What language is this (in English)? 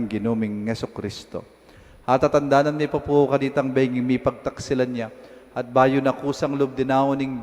Pampanga